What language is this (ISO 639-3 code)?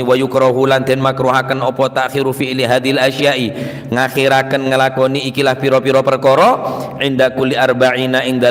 mad